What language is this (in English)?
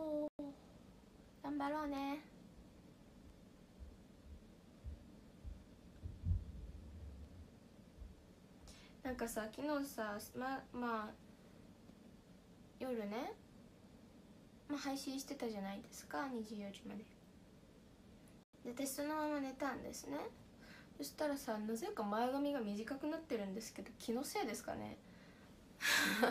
Japanese